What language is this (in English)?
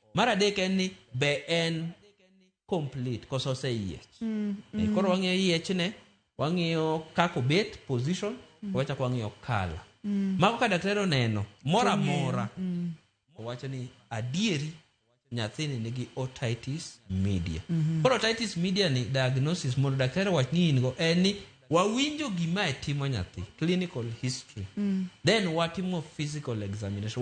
Luo (Kenya and Tanzania)